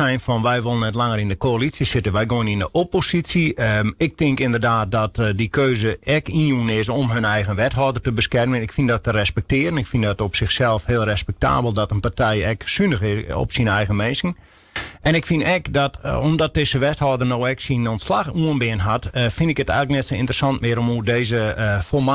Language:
Western Frisian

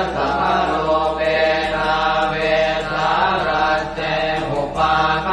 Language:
Pali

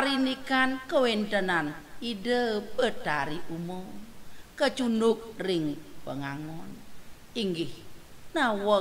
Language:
Balinese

